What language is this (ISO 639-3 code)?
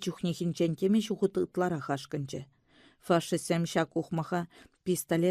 chv